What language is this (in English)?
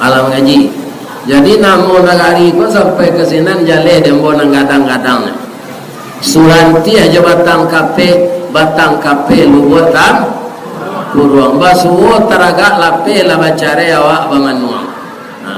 Minangkabau